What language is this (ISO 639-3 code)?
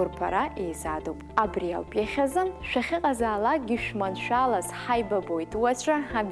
abk